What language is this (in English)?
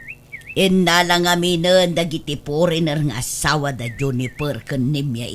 Iloko